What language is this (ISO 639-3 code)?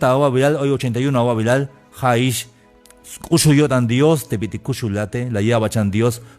tzh